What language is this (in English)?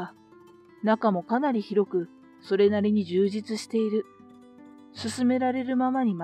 Japanese